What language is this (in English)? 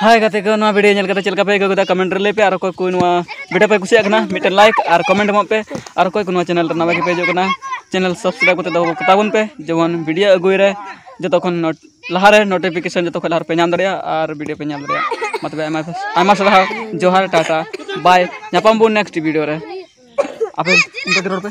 Santali